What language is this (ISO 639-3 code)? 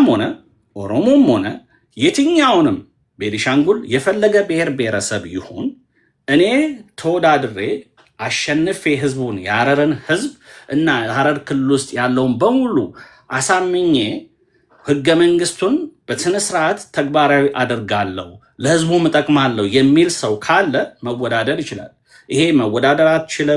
amh